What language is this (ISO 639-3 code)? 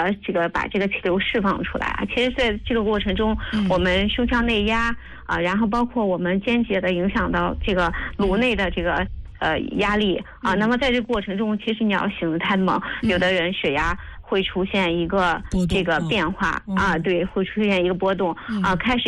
zho